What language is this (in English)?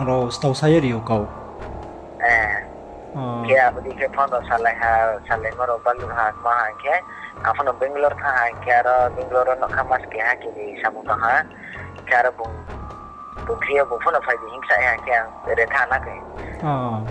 Riang (India)